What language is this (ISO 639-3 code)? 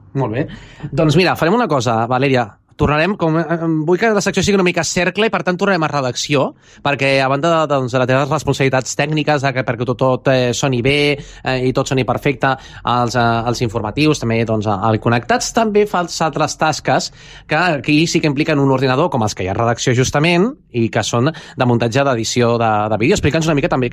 cat